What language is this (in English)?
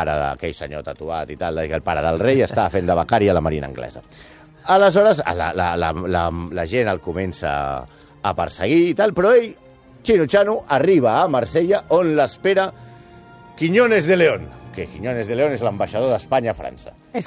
Catalan